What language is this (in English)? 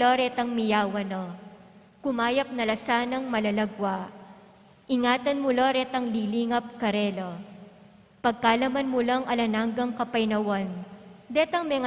Pampanga